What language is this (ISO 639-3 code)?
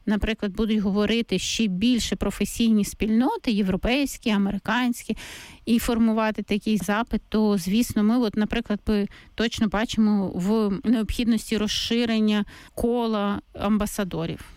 ukr